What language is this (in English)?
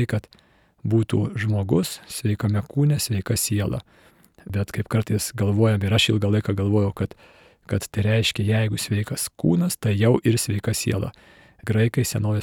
Lithuanian